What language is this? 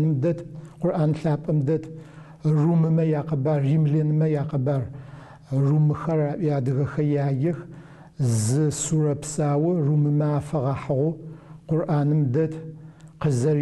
Adyghe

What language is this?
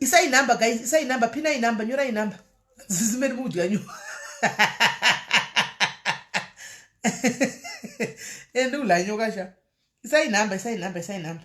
Shona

